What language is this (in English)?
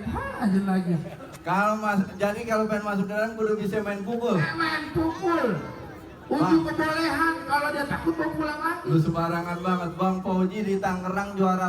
Betawi